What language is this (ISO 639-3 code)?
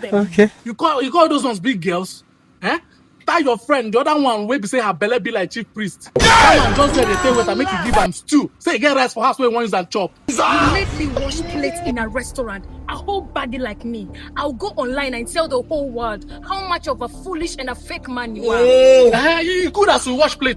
pcm